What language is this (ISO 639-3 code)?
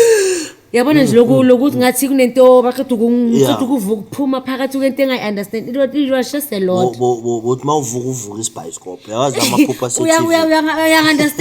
zul